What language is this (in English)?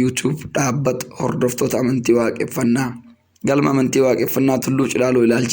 Oromo